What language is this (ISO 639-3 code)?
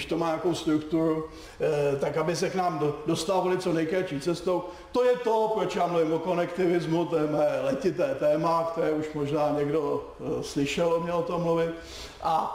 ces